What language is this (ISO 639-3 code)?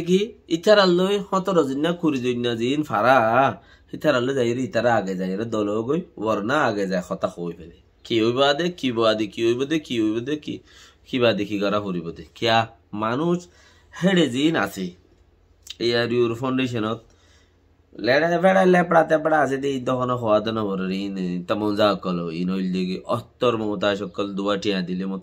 rhg